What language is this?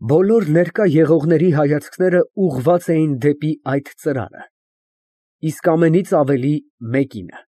Armenian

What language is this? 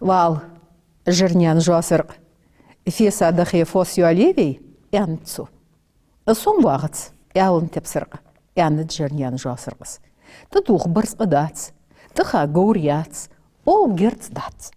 Ingush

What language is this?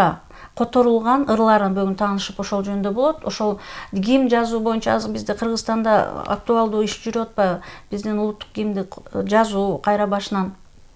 Kyrgyz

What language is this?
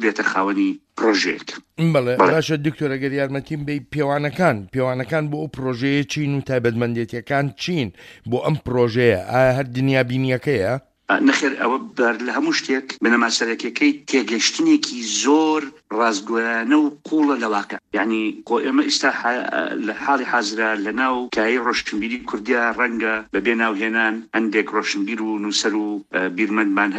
Central Kurdish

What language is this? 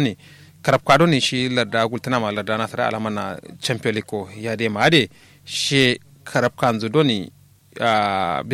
Kanuri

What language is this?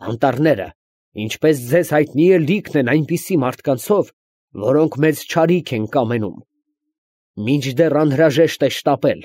Armenian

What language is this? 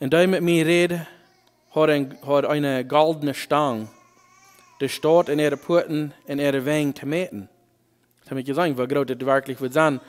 Plautdietsch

